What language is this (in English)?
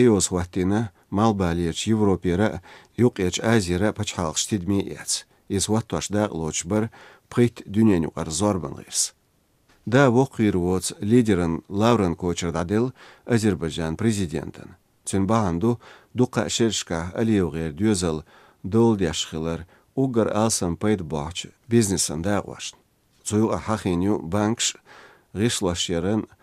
Latvian